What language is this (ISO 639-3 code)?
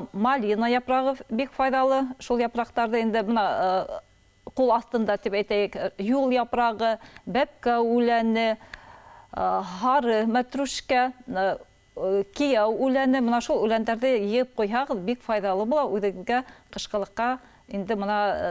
bak